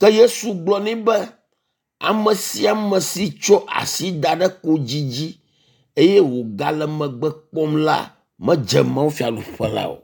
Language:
Ewe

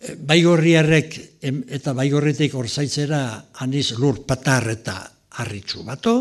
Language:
Basque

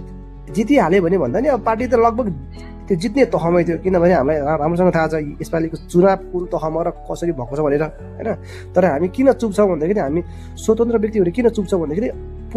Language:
Nepali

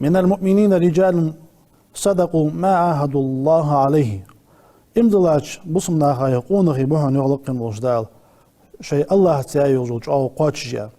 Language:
Ingush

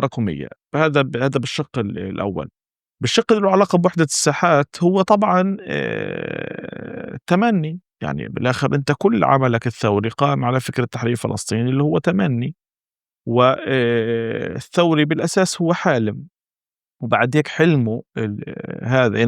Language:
North Levantine Arabic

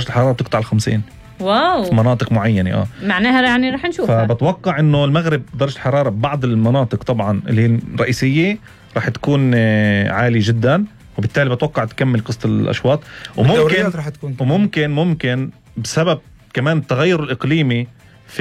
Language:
North Levantine Arabic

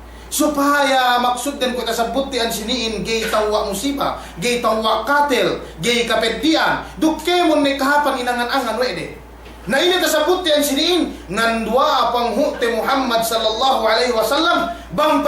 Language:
Yakan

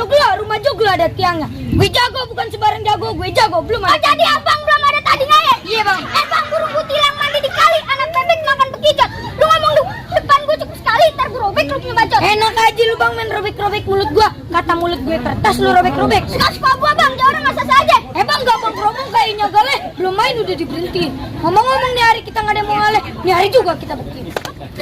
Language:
Betawi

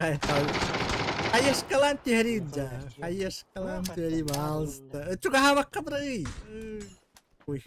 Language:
Yakut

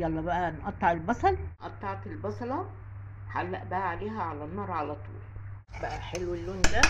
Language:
Egyptian Arabic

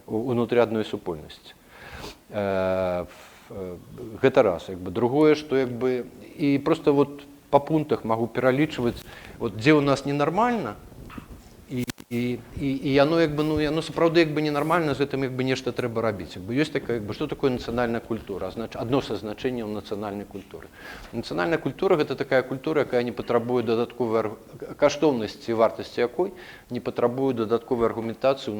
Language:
Belarusian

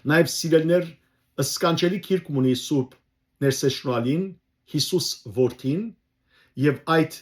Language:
Western Armenian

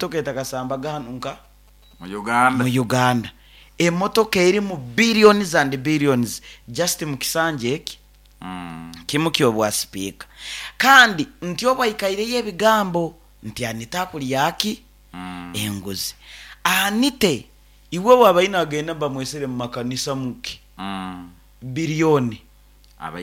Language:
Nyoro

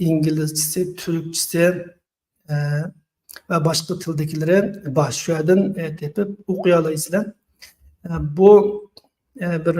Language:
Uyghur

